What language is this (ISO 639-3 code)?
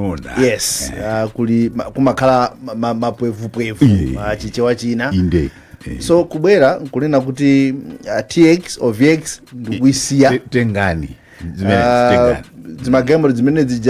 nya